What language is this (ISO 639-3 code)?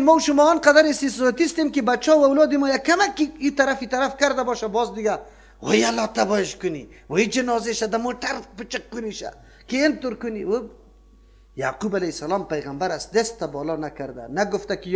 fas